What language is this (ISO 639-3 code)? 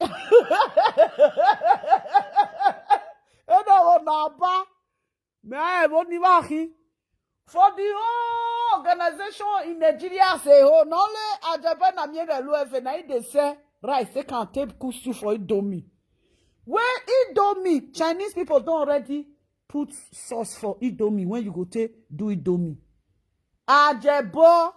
pcm